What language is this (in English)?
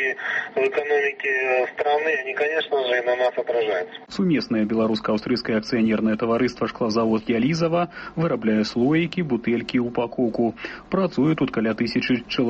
Belarusian